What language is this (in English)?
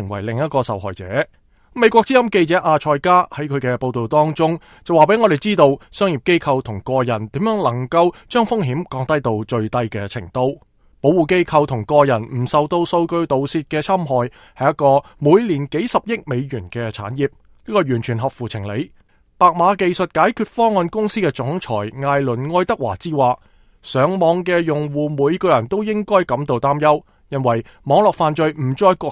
Cantonese